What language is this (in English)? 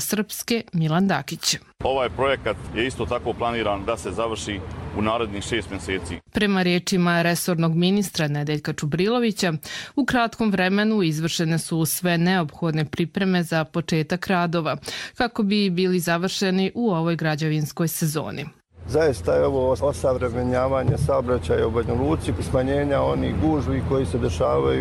Croatian